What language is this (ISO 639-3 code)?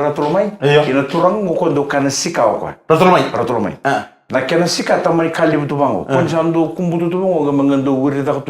fij